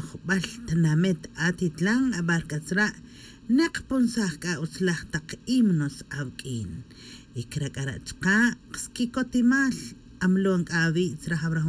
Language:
Tz'utujil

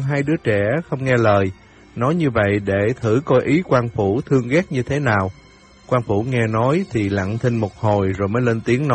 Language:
Vietnamese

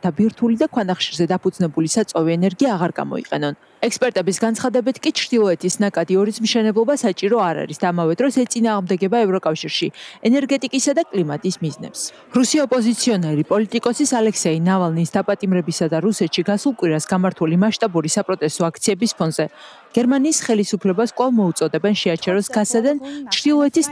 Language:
Georgian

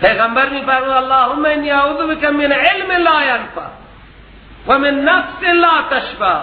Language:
Persian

